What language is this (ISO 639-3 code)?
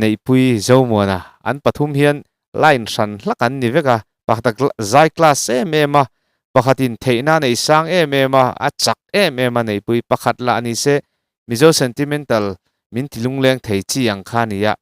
lus